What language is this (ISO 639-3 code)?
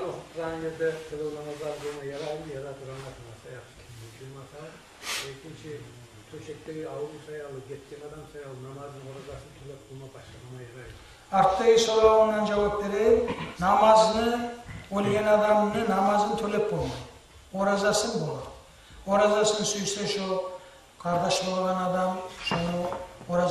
kum